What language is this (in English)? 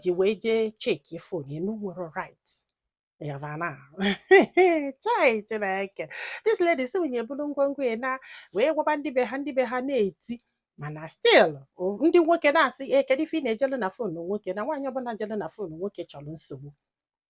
Igbo